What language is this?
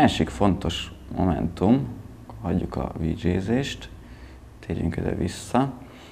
Hungarian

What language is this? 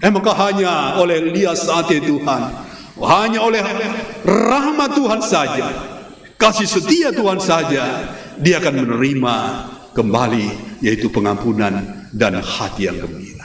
Batak Karo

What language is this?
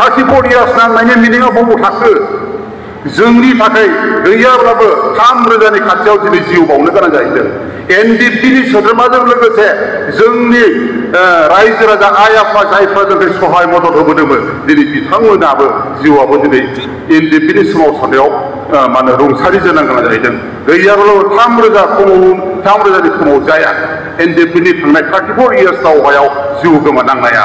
Bodo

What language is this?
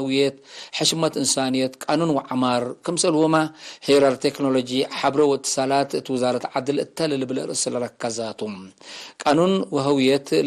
Tigre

